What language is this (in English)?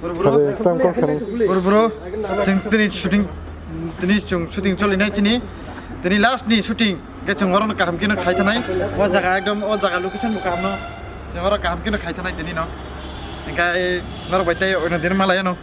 Kok Borok